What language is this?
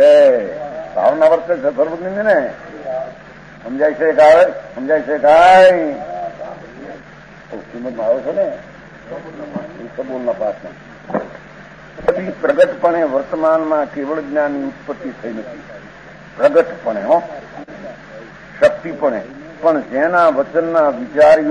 Gujarati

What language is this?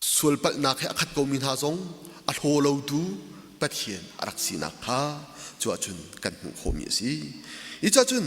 Hakha Chin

